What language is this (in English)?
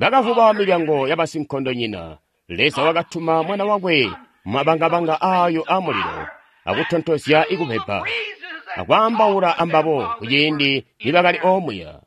Tonga (Zambia)